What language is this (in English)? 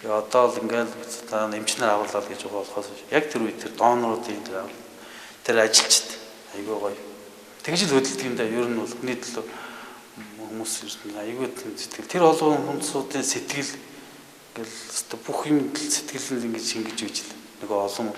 Mongolian